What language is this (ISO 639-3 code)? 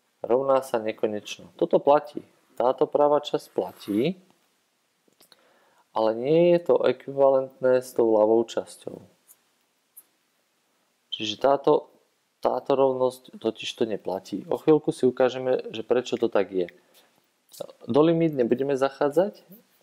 slk